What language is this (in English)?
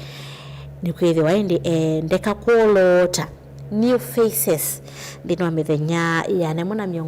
Kamba